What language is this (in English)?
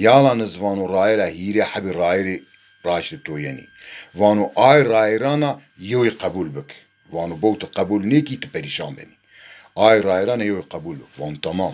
Zaza